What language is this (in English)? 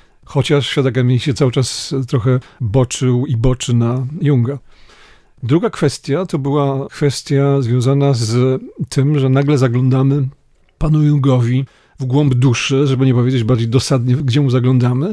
Polish